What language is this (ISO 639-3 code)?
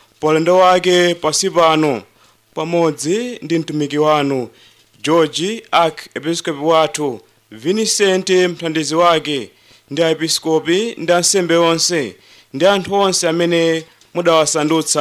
nya